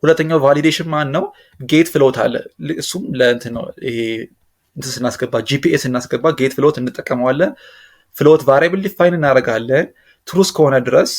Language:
Amharic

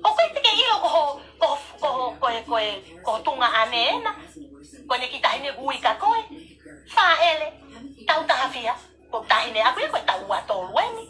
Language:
Tongan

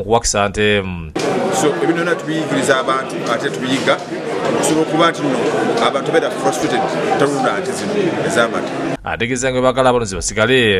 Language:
Ganda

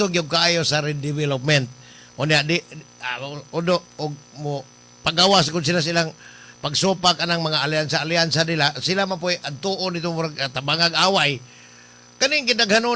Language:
Cebuano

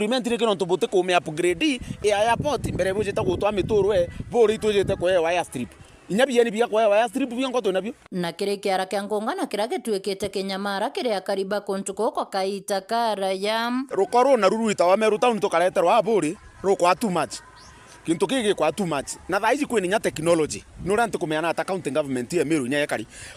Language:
Meru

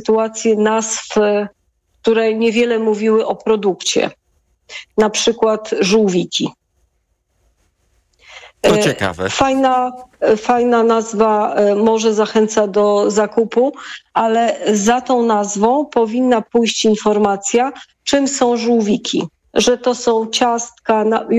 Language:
Polish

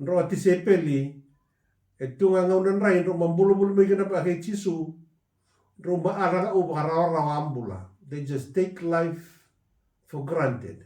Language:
Fijian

